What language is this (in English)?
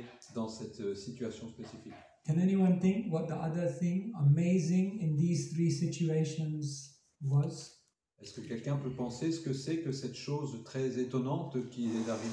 French